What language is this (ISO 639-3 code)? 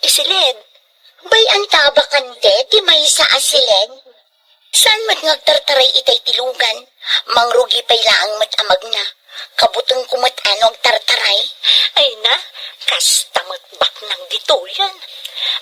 ilo